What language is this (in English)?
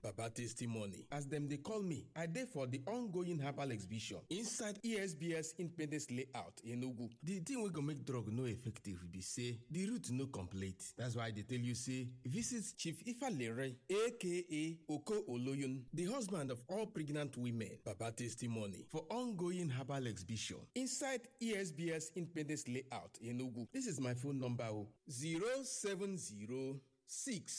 Nigerian Pidgin